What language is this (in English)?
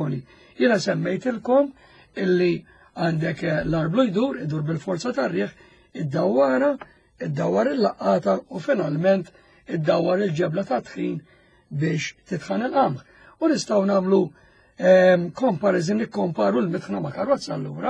Maltese